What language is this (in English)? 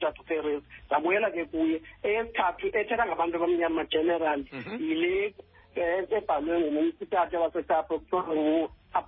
Xhosa